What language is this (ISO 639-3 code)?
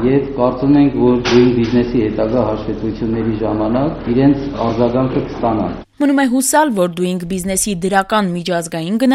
hye